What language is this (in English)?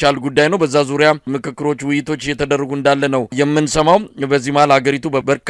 Amharic